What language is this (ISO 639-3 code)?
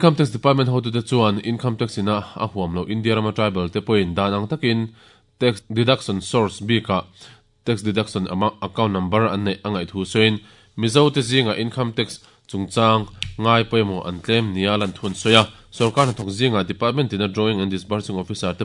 lus